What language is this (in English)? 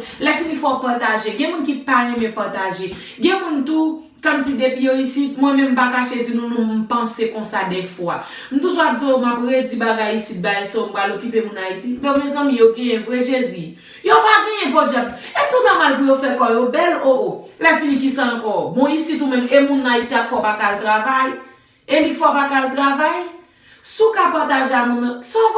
Haitian Creole